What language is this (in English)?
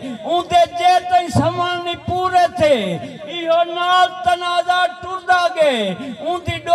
Saraiki